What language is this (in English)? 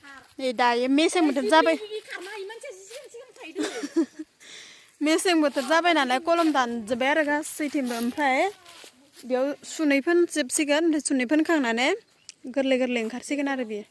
Bodo